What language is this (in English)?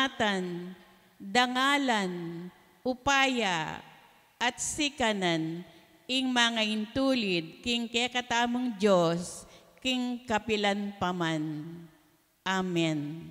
Pampanga